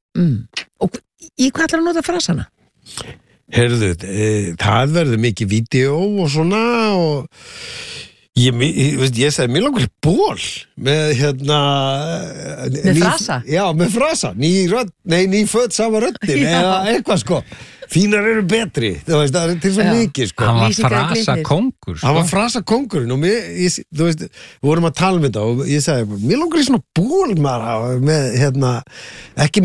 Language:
Icelandic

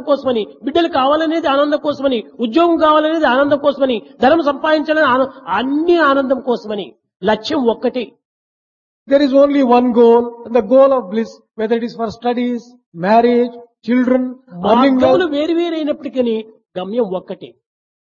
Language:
Telugu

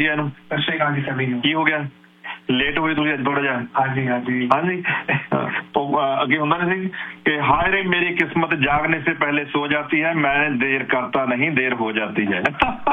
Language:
Punjabi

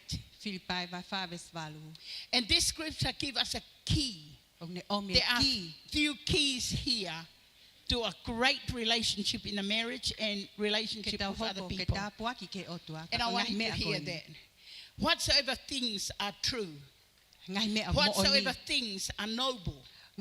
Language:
Tongan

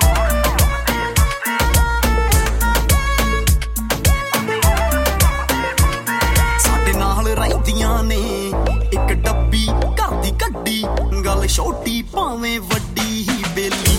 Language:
Punjabi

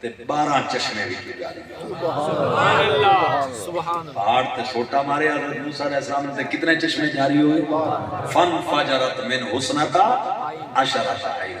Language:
Saraiki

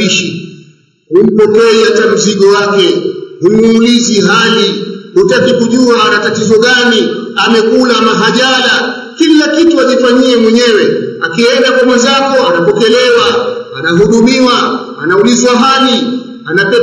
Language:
Swahili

